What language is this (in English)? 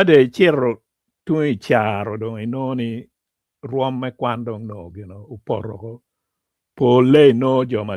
Acoli